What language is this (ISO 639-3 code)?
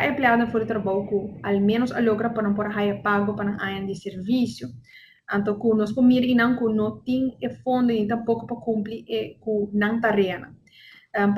pap